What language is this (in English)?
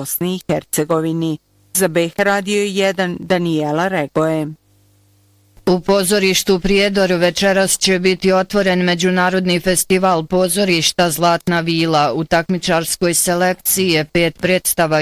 Bosnian